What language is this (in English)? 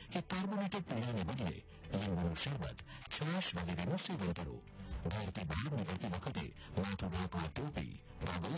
Gujarati